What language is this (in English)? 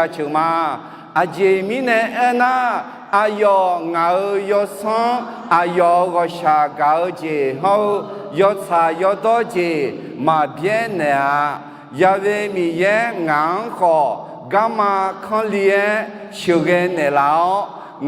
Akha